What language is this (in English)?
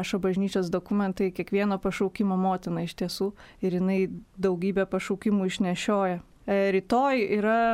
Lithuanian